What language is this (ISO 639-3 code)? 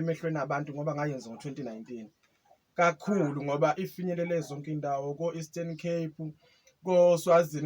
zul